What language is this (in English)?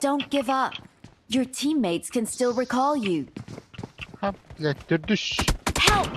Yakut